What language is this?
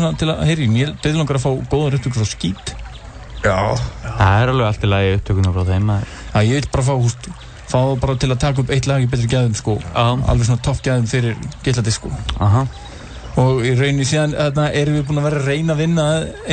Icelandic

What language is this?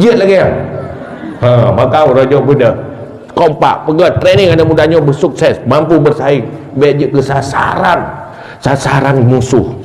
Achinese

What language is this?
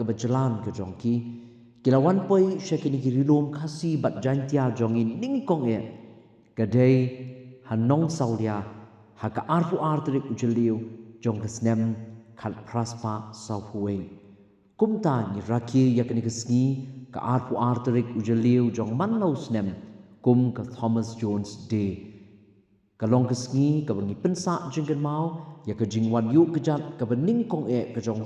Khasi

